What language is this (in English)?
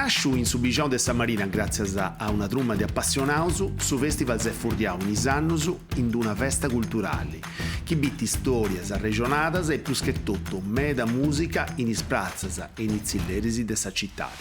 Sardinian